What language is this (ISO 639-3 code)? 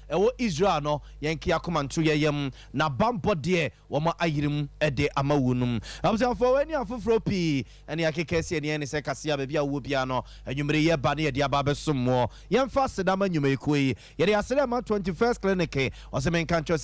aka